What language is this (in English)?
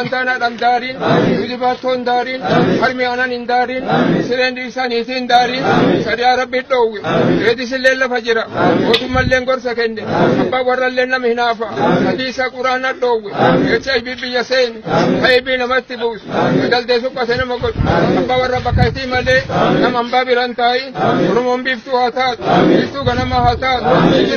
Oromo